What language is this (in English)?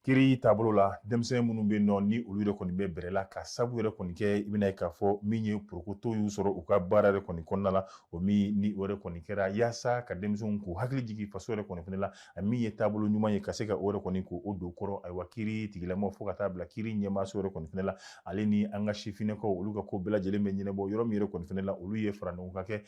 Bambara